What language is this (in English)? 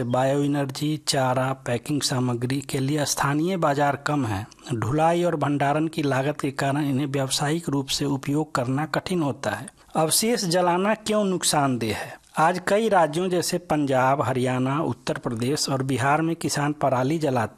Hindi